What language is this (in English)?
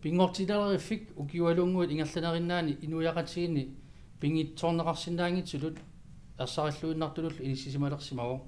Kalaallisut